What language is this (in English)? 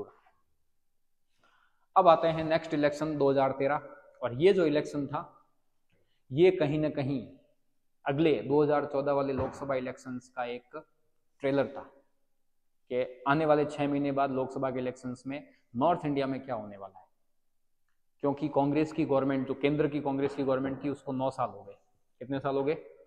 Hindi